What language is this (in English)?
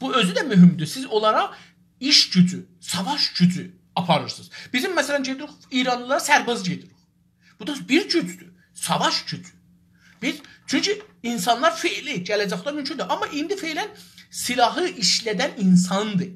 South Azerbaijani